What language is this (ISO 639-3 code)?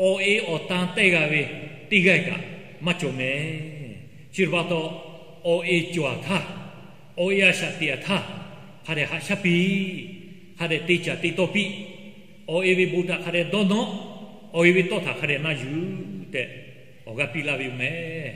lhu